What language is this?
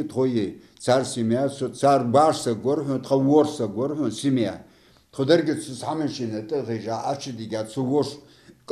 Ingush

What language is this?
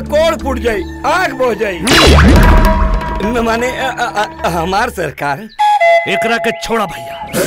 Bhojpuri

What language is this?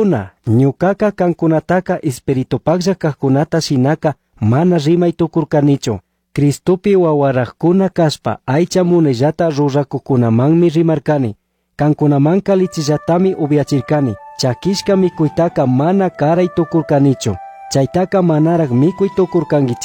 Chimborazo Highland Quichua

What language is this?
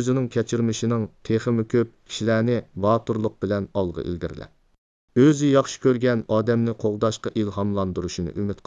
Uyghur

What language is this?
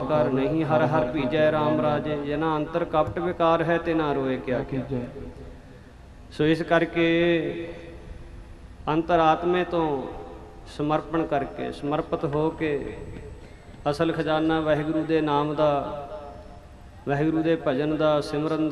Punjabi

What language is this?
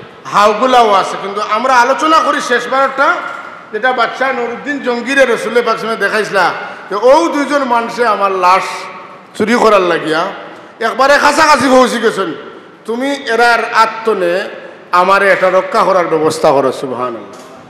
Sylheti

